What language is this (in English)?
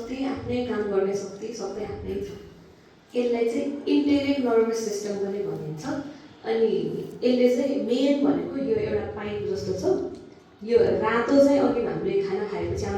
Nepali